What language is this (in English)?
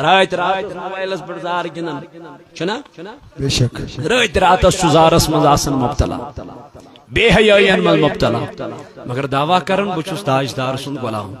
Kashmiri